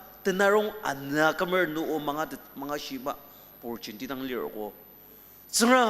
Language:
Ao Naga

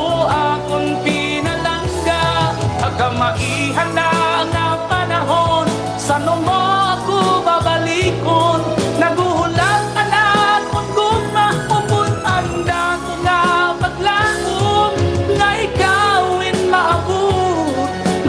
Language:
Waray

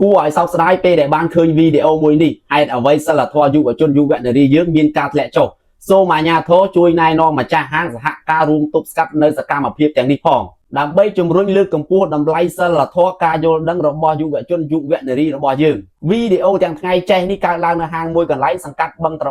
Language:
Khmer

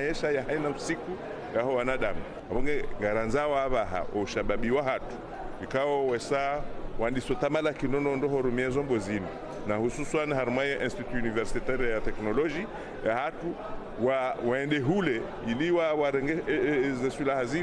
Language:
Ngazidja Comorian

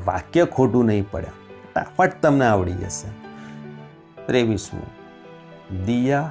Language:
Gujarati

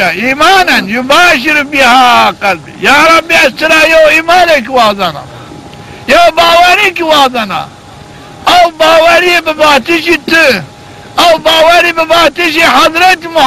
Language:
Zaza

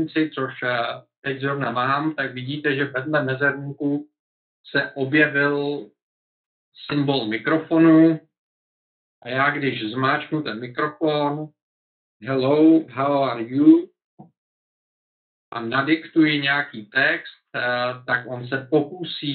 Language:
Czech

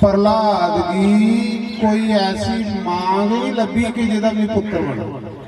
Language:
Dogri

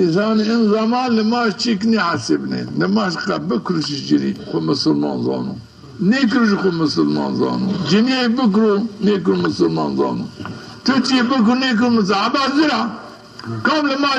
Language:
Zaza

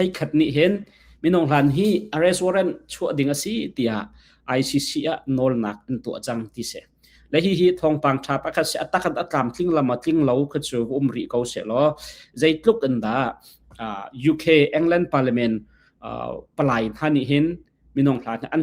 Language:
Hakha Chin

